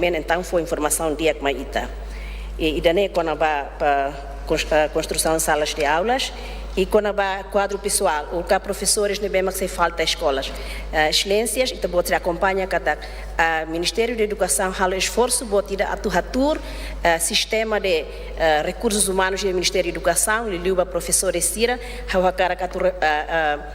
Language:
Tetum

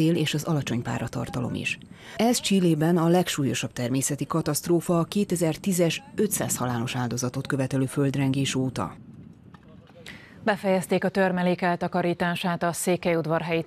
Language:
Hungarian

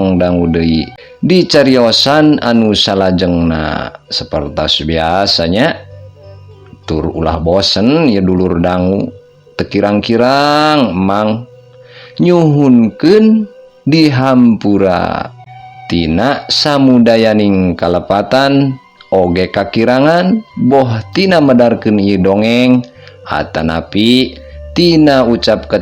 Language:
Sundanese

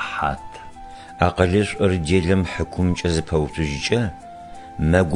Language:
Adyghe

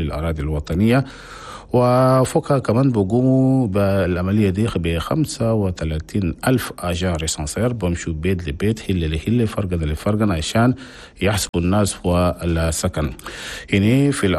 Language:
Chadian Arabic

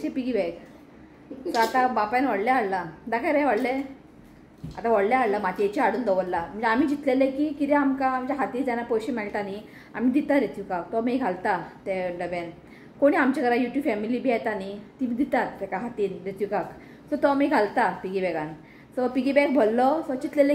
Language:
Konkani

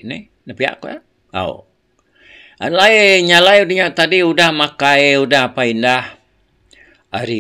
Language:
Iban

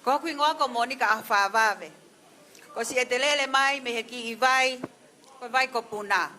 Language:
Tongan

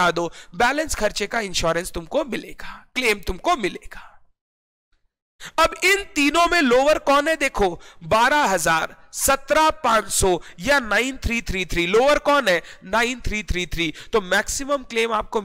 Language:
Hindi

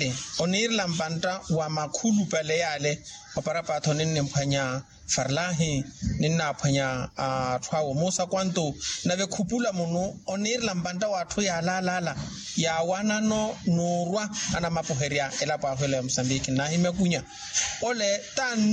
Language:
Makhuwa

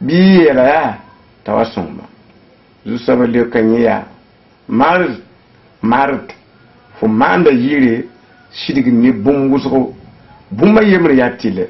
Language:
Mossi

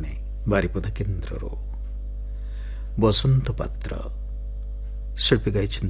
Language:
Odia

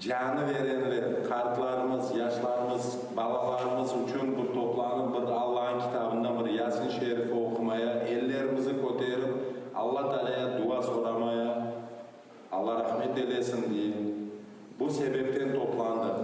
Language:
Crimean Tatar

